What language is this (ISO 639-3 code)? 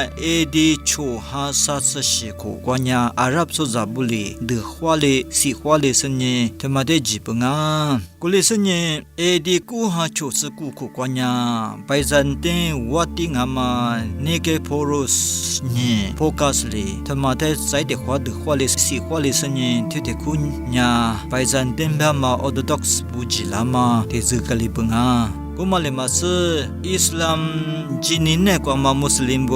lis